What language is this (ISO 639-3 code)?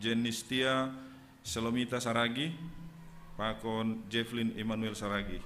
bts